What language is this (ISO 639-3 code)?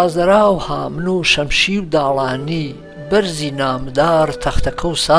hac